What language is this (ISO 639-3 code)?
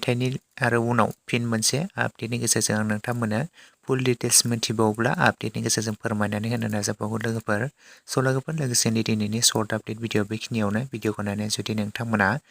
brx